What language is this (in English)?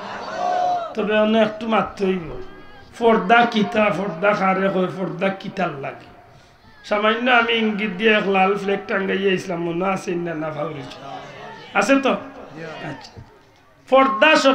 Sylheti